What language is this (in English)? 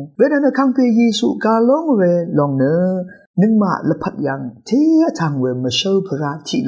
Rawang